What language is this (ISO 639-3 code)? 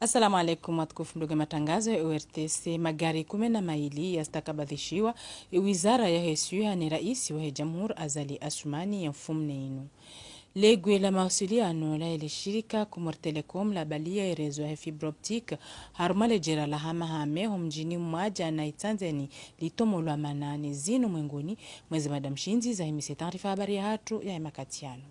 zdj